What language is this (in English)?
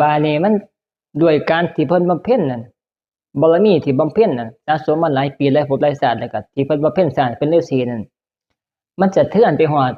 Northeastern Thai